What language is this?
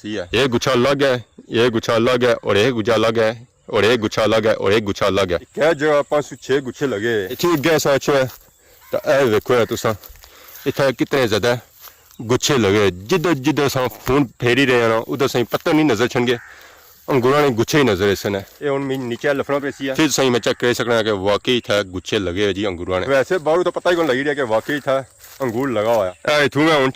Pahari-Potwari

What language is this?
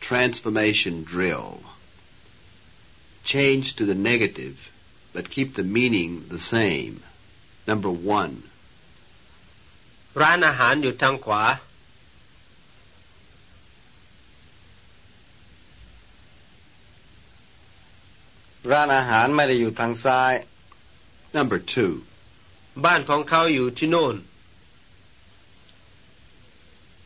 Thai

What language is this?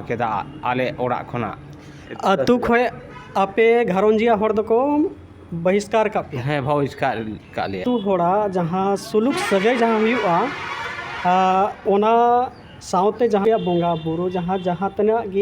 Santali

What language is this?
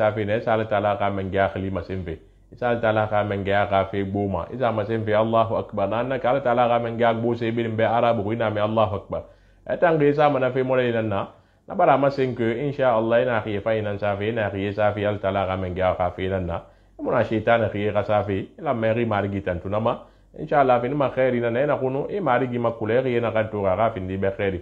Susu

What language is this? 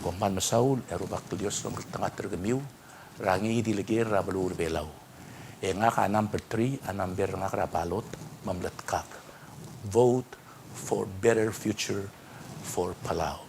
Palauan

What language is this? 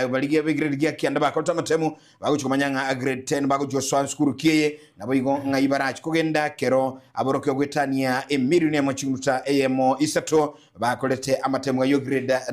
Gusii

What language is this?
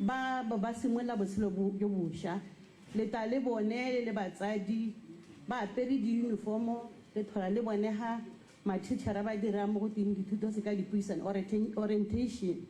Tswana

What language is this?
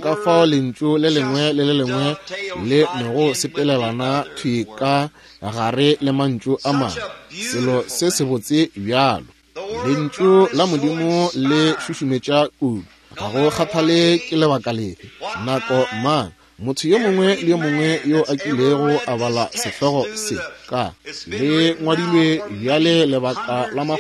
Northern Sotho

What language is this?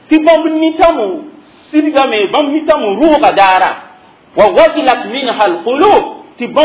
Mossi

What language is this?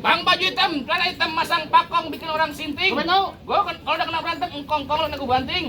Betawi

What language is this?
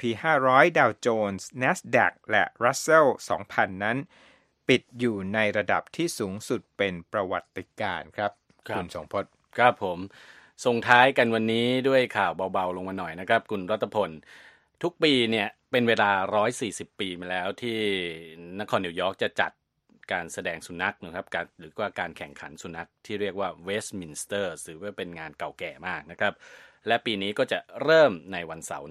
Thai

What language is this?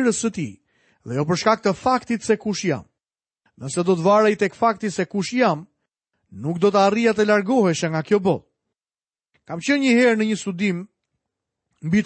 Albanian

